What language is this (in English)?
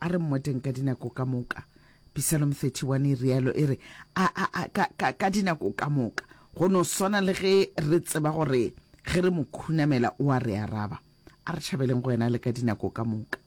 Northern Sotho